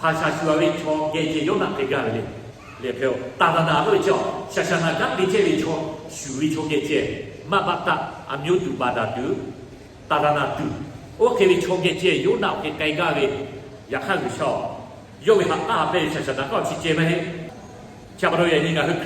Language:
Lahu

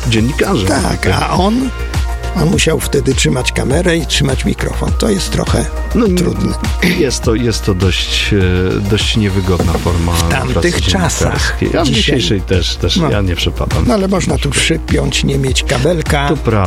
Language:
Polish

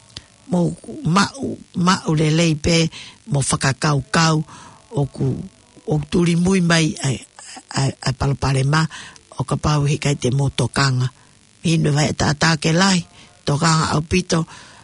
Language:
Tongan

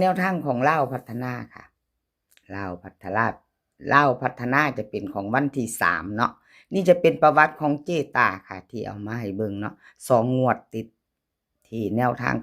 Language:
Lao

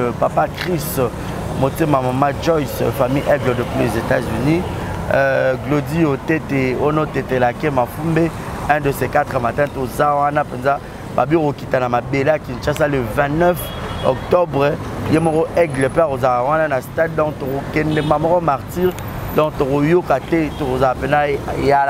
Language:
Lingala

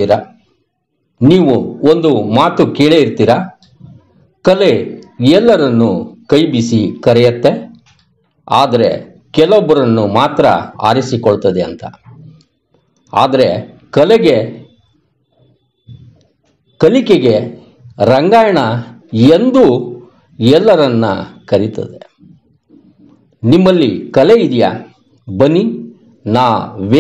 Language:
Kannada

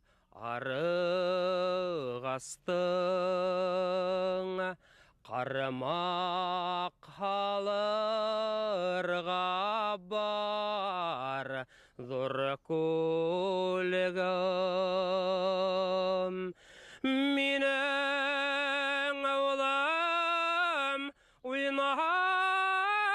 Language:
Bashkir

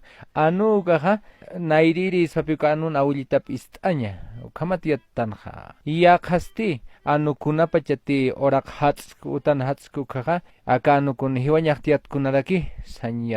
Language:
Aymara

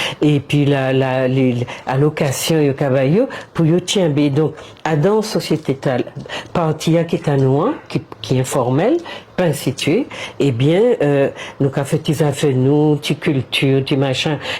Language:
Guadeloupean Creole French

